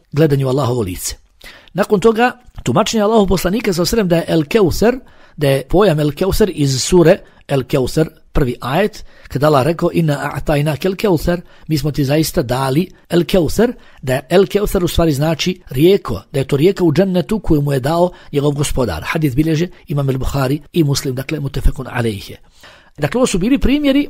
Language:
Bosnian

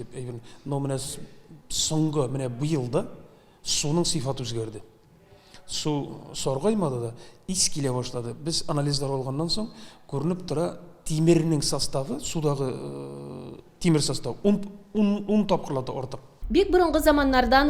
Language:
Tatar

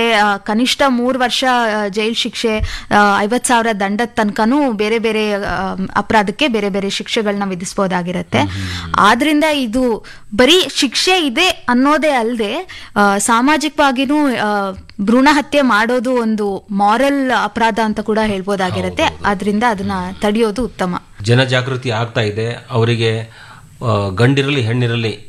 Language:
Kannada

